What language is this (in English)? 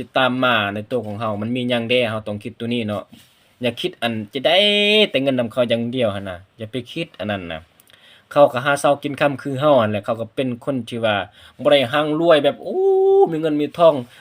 Lao